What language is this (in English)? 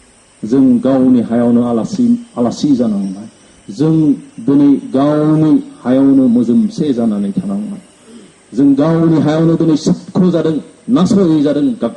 Bodo